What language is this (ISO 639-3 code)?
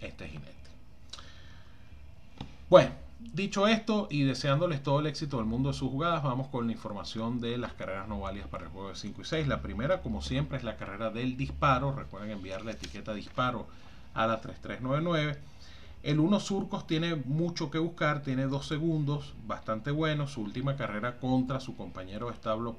spa